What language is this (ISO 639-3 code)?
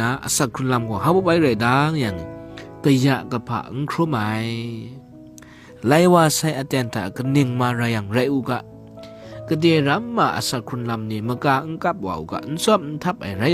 kac